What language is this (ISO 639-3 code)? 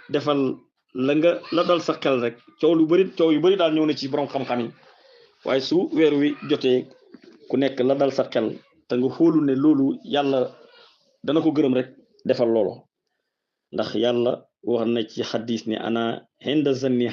wol